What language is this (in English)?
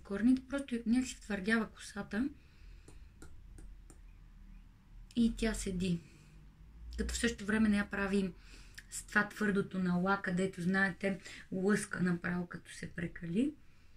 Bulgarian